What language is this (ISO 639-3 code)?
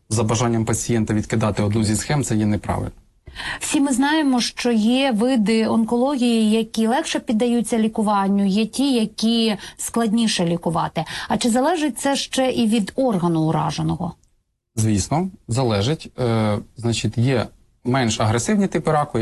ukr